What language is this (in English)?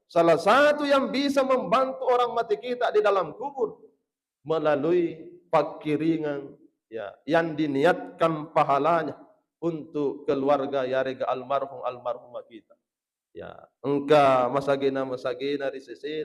Buginese